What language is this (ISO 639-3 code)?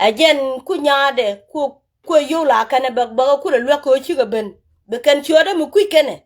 nus